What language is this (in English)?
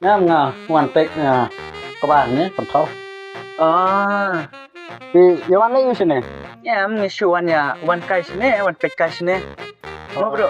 Khasi